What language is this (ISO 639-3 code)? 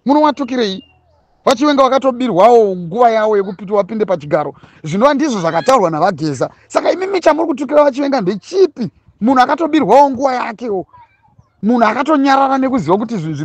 sna